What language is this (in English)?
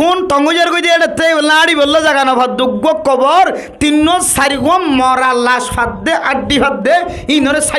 Rohingya